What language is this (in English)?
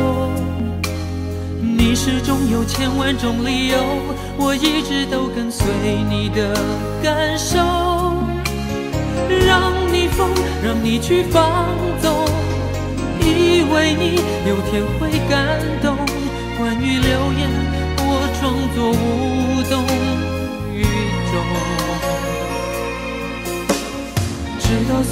Chinese